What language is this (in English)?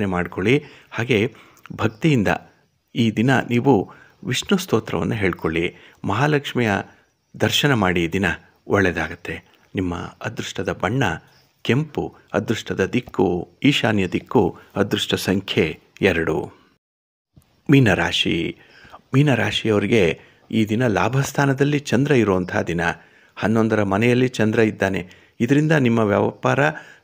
Kannada